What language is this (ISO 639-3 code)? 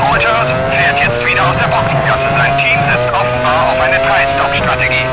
bar